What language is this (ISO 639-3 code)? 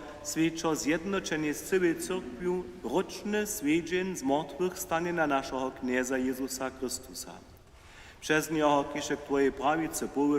hsb